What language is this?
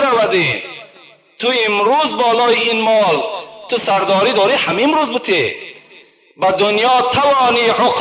Tajik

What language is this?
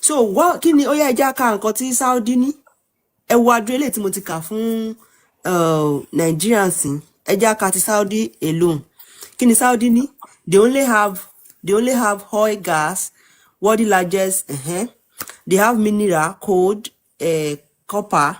Yoruba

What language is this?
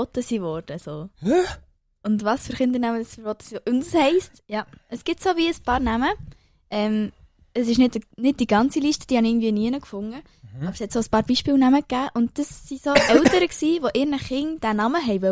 Swiss German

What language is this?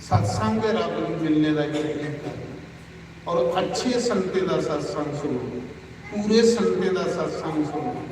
Dogri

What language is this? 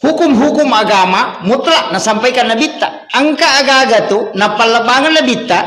Buginese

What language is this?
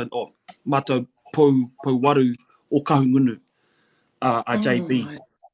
Māori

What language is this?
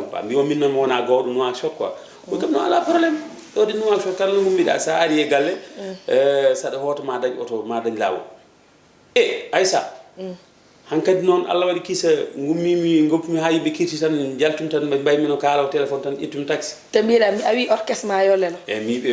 Fula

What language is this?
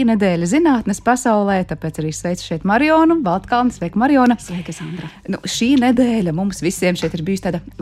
Latvian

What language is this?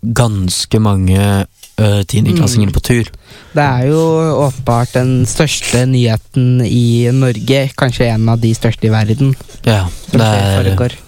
Norwegian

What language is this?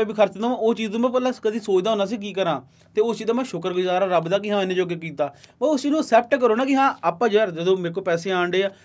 Punjabi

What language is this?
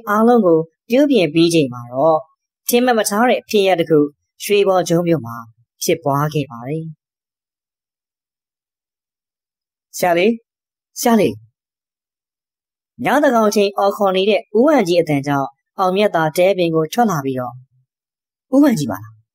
Burmese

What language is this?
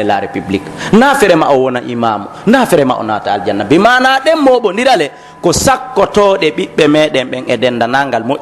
Pular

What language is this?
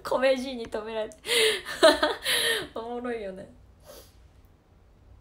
Japanese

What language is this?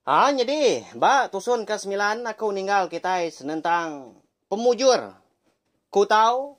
Iban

